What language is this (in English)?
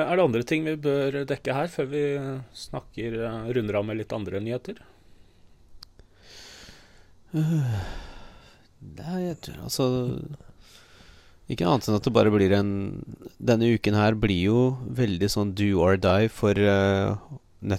Norwegian